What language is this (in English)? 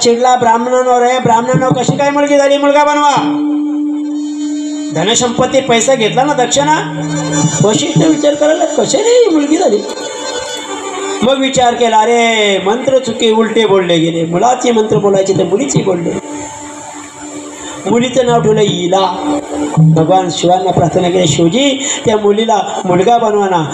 Marathi